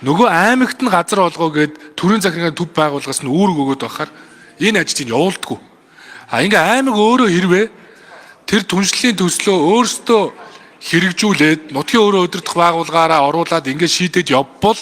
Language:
Mongolian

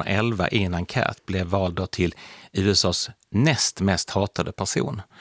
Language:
Swedish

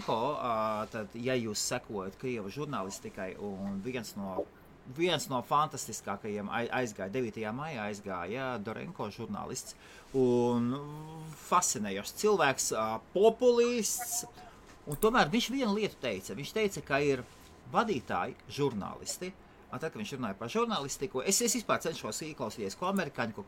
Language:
Latvian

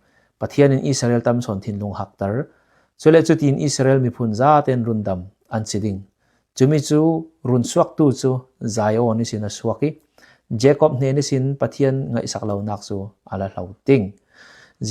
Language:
Falam Chin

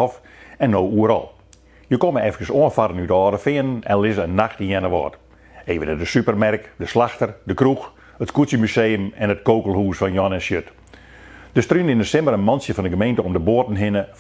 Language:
Western Frisian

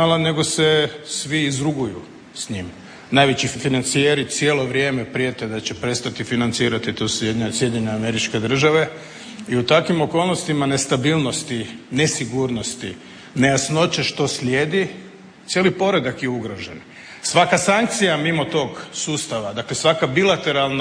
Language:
Croatian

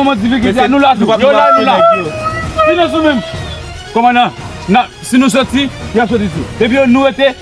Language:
Haitian Creole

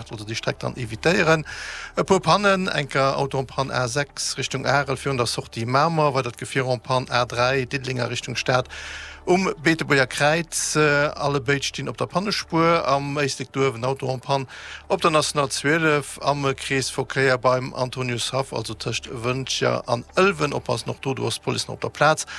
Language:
Luxembourgish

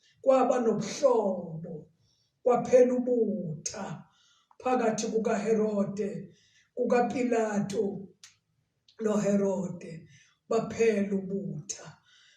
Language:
Zulu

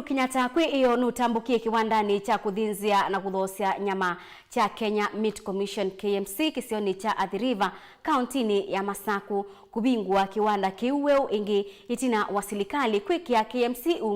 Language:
Kamba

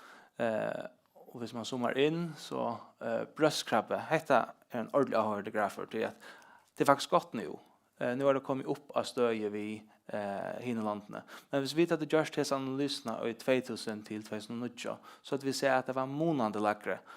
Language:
Faroese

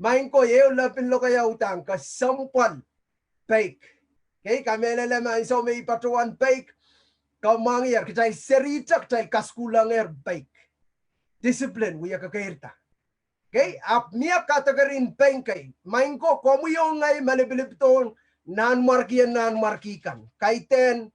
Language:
Pohnpeian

